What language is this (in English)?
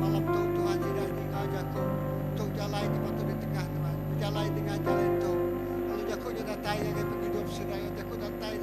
Iban